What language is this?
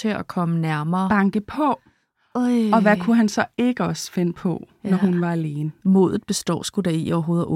Danish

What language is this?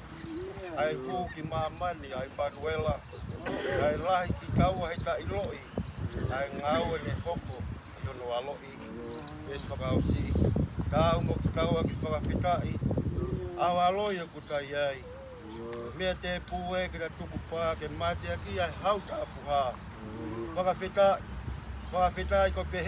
Tongan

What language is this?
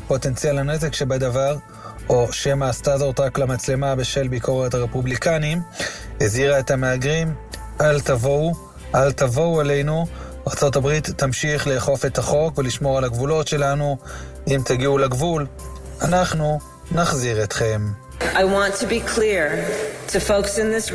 Hebrew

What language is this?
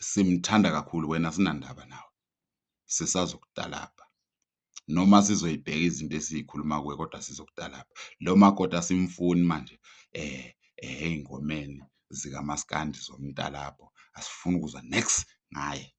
Zulu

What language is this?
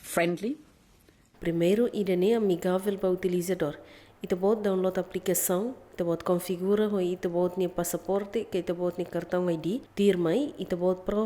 Tetum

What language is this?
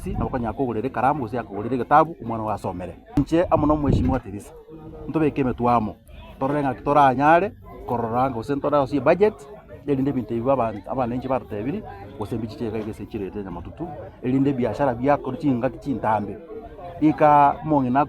Gusii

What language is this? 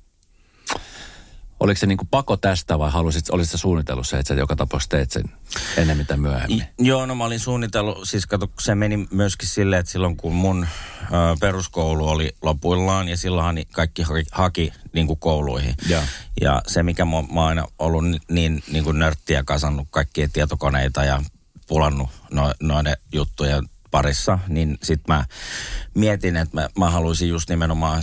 Finnish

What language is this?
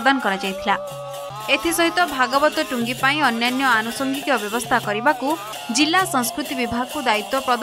Odia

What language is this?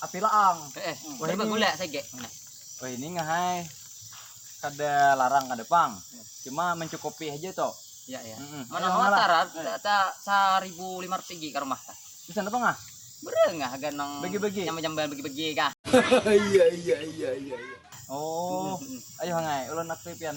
Banjar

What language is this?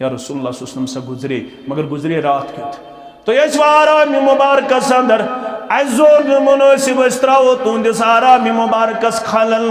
Kashmiri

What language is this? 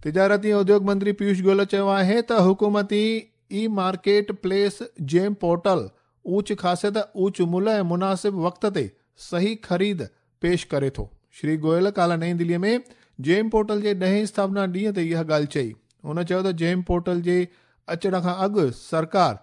Sindhi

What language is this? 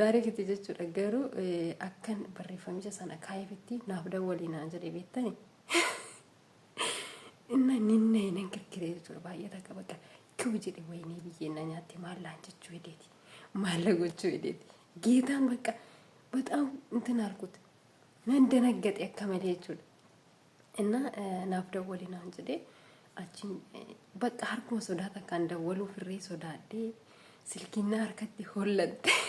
Oromo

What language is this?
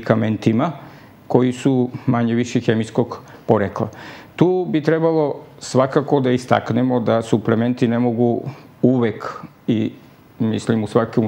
Serbian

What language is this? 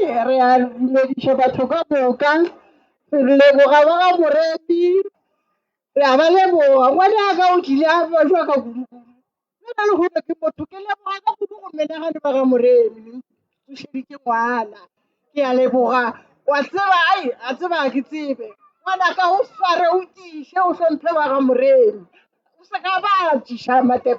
Northern Sotho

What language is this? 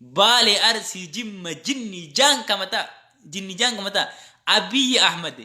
Oromo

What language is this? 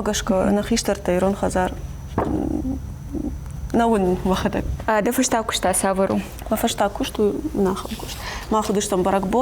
Ossetic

